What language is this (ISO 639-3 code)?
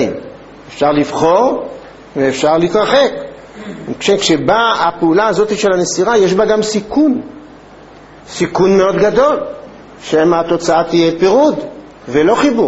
heb